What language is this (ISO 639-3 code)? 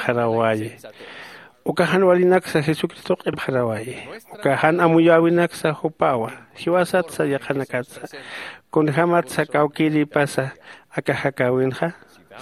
aym